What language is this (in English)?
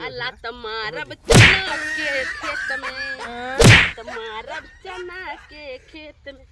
Bhojpuri